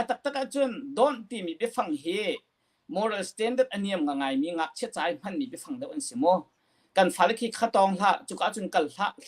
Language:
Hakha Chin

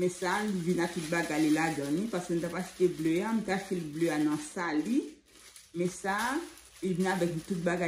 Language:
Haitian Creole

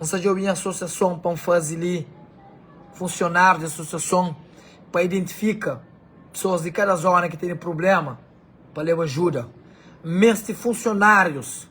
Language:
Kabuverdianu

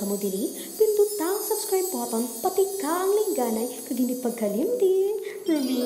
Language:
Hiligaynon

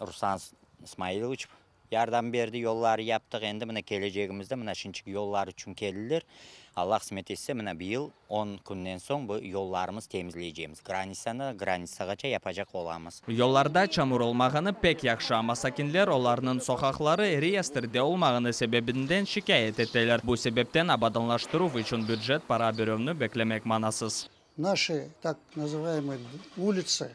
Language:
Crimean Tatar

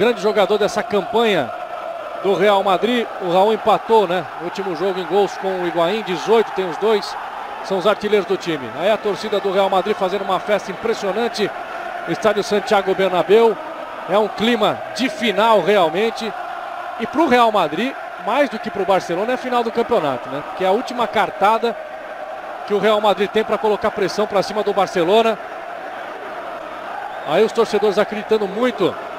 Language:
Portuguese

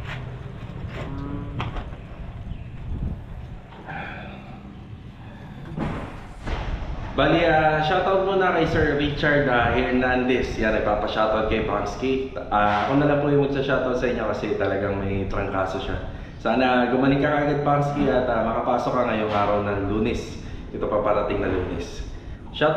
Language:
Filipino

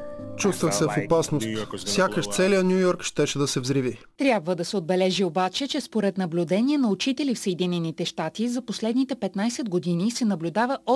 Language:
Bulgarian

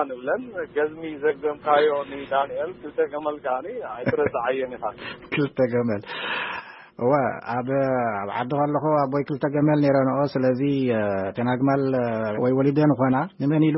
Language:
Tigrinya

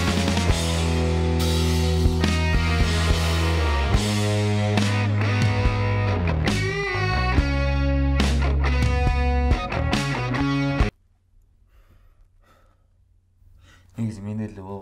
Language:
Kyrgyz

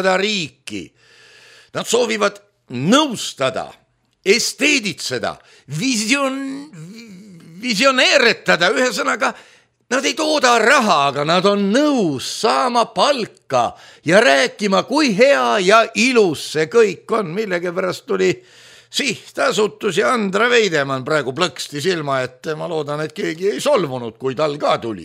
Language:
Estonian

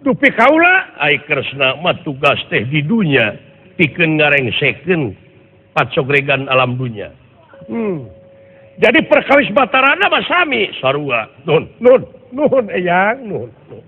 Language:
Sundanese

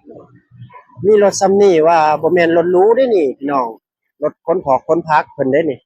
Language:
Lao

